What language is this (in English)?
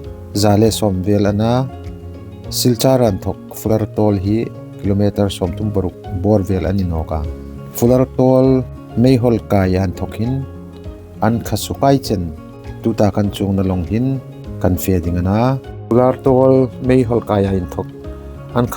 Hmar